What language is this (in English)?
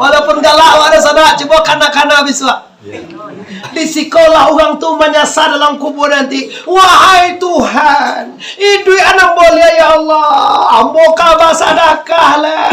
Minangkabau